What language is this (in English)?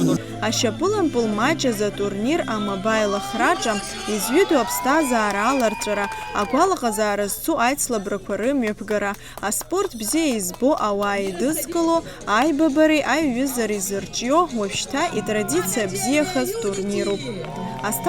Abkhazian